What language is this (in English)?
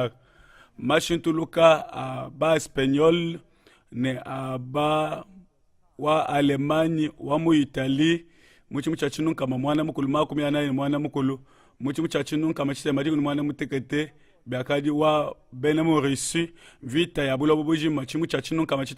Luba-Lulua